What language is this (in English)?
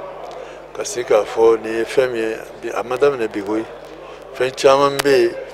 Bambara